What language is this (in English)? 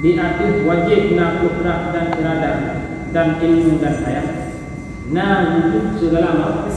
Achinese